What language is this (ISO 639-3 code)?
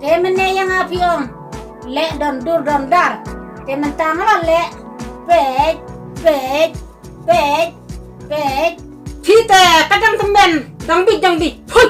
kha